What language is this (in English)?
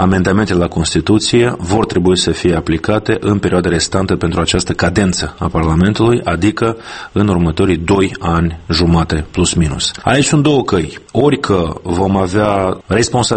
Romanian